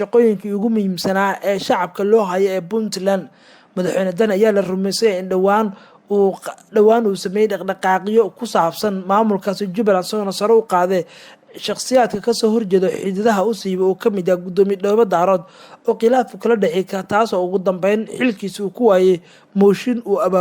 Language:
Somali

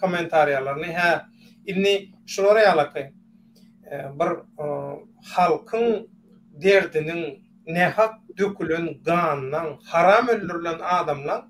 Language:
Turkmen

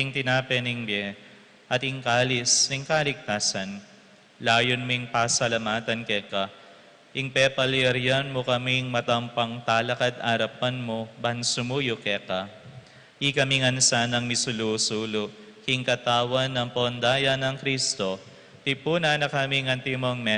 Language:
Pampanga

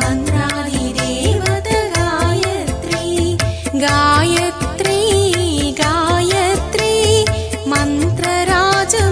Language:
Telugu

